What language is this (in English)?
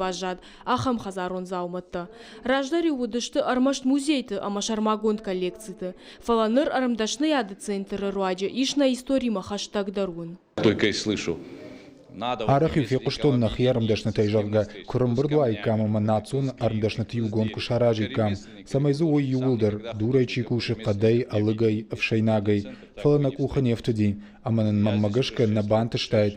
Ossetic